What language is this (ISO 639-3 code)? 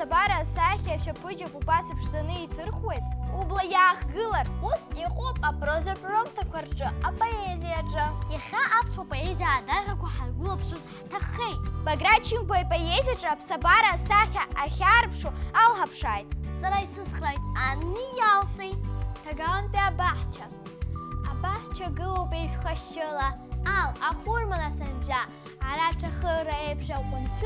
abk